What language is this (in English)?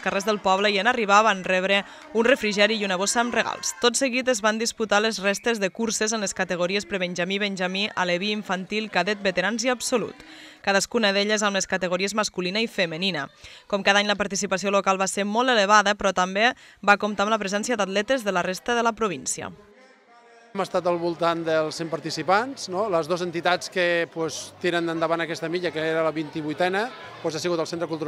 Catalan